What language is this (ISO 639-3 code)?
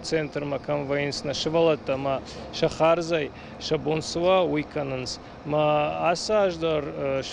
oss